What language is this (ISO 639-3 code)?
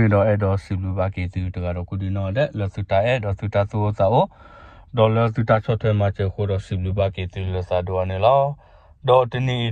ksw